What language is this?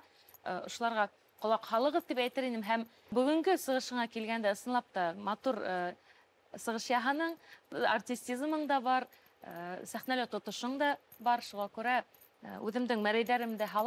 Bashkir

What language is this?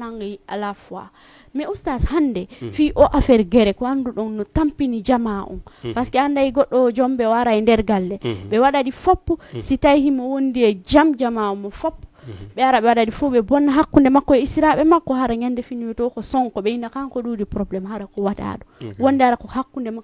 Fula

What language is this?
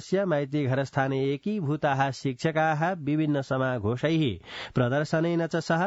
Sanskrit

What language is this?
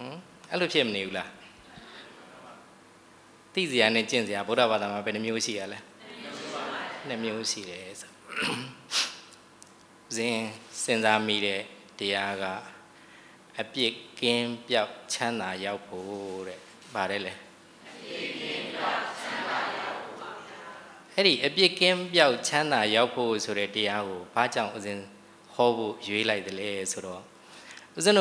Burmese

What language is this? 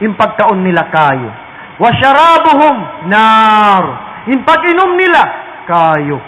Tausug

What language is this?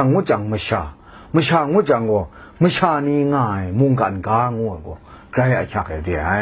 Kachin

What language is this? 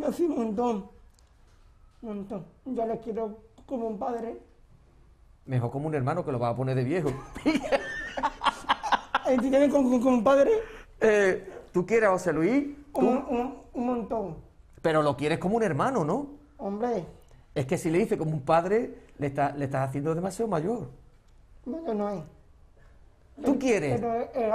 Spanish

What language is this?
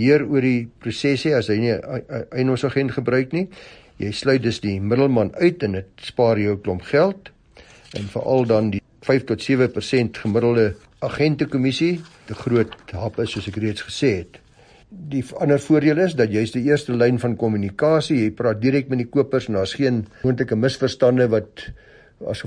Afrikaans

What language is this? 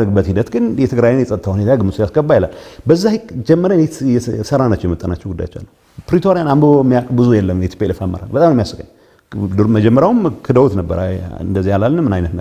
Amharic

